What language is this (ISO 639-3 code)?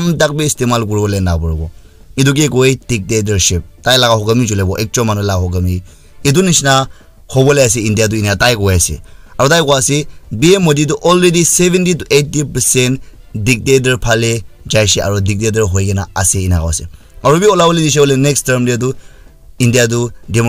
nag